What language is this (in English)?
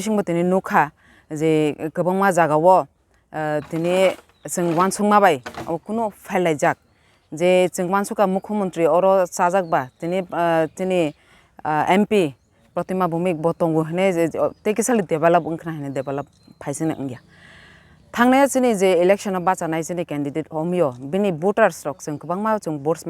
Kok Borok